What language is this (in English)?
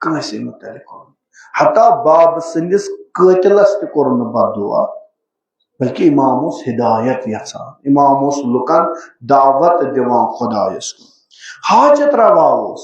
Kashmiri